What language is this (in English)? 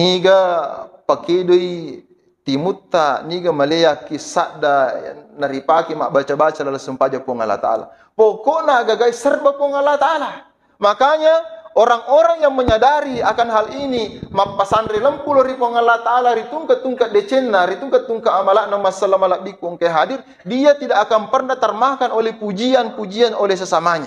Buginese